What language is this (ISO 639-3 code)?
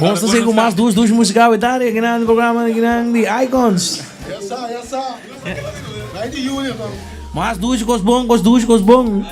pap